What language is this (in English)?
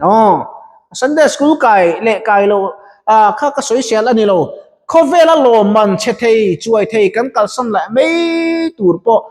Mizo